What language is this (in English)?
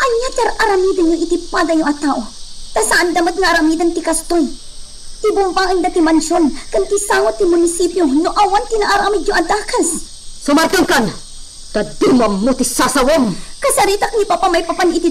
Iloko